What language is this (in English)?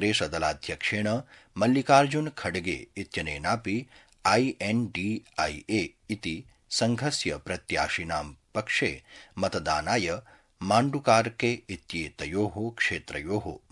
Sanskrit